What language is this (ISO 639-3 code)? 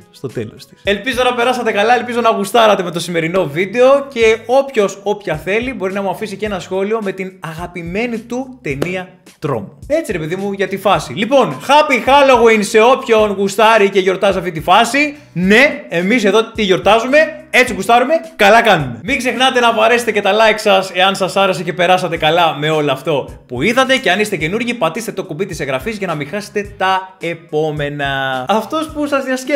ell